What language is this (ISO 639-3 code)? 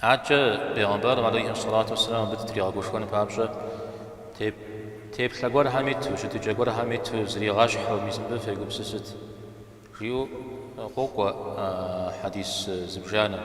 kbd